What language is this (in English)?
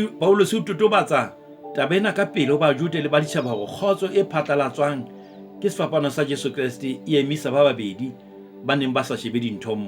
Southern Sotho